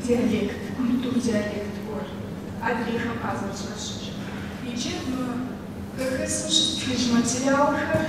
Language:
Kabardian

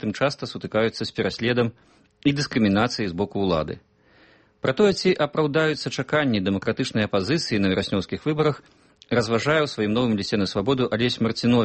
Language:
Belarusian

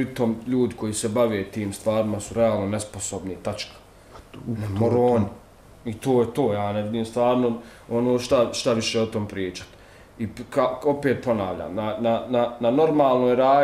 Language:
Bosnian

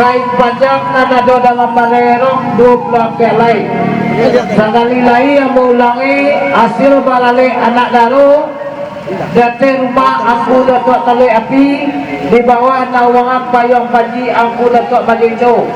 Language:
Minangkabau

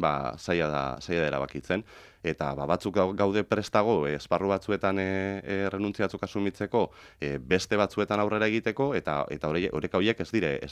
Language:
Basque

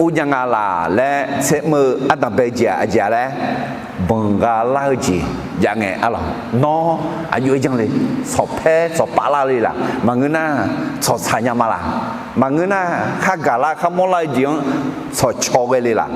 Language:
Akha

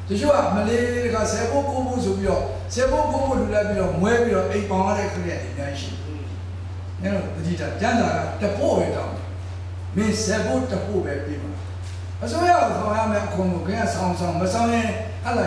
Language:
Burmese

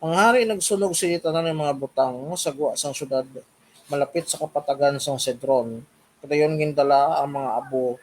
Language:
Hiligaynon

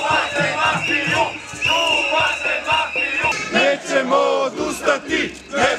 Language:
Serbian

